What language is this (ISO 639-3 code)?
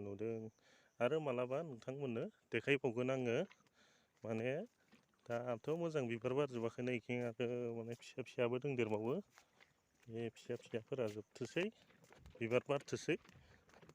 brx